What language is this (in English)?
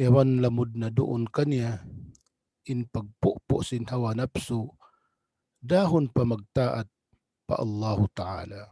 Tausug